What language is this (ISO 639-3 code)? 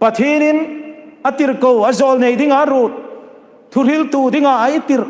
hmr